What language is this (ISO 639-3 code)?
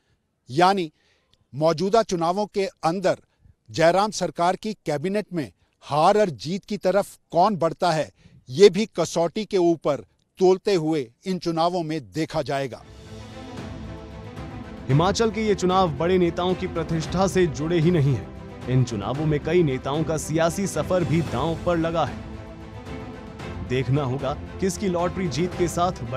hin